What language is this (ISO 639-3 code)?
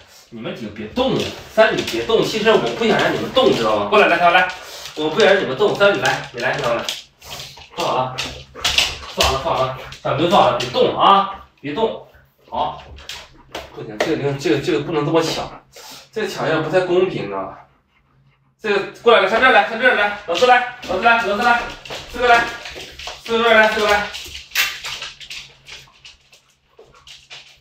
zho